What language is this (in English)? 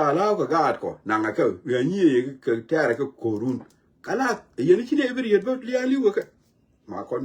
Nuer